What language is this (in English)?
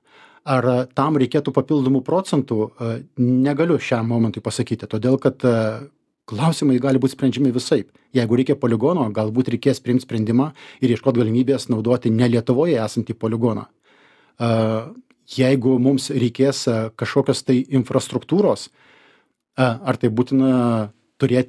Lithuanian